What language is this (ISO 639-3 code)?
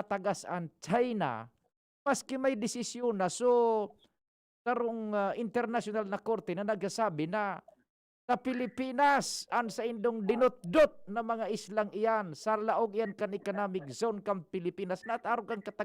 bik